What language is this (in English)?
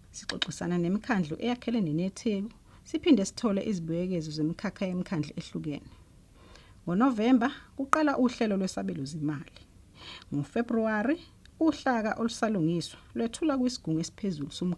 Zulu